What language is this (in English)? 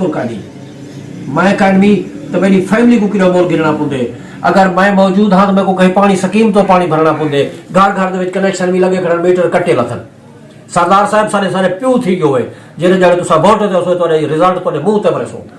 Saraiki